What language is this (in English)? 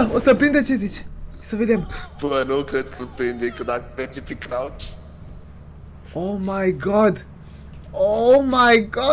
Romanian